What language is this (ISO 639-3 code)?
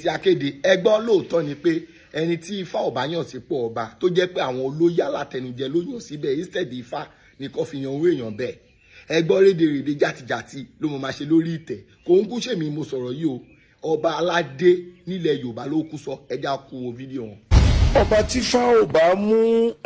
yor